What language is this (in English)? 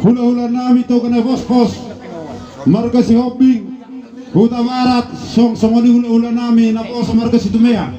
Batak Toba